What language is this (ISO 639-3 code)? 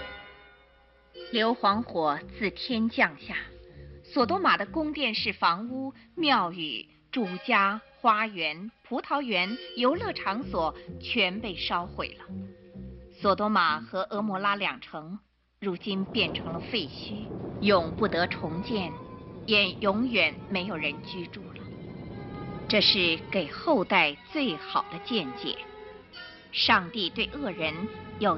zho